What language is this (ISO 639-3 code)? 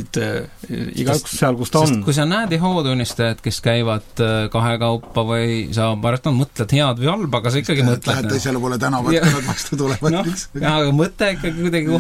est